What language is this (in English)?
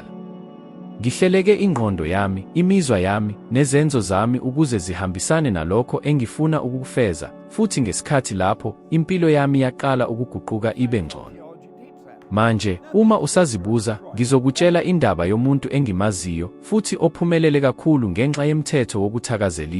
Zulu